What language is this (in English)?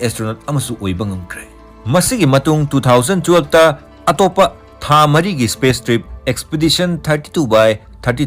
Manipuri